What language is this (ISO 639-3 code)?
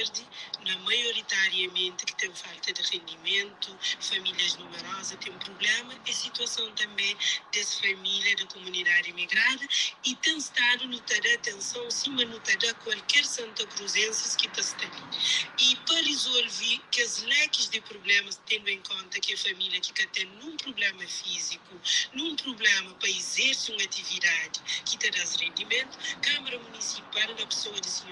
kea